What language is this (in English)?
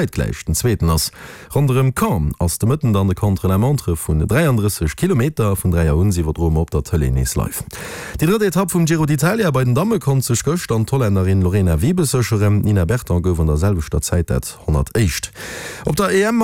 Luxembourgish